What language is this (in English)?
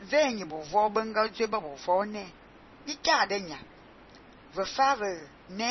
Fang